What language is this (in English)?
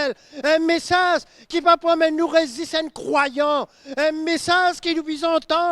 Morisyen